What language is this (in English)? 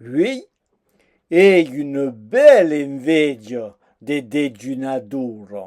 Occitan